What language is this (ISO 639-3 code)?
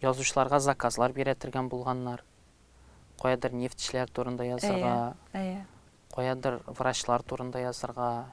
tat